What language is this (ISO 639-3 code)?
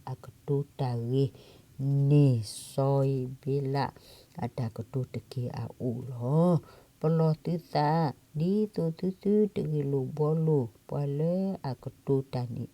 ksw